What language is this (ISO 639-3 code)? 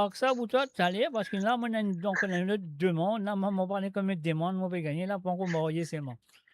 mfe